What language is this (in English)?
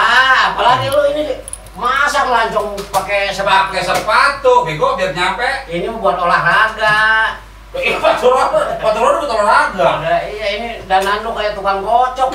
Betawi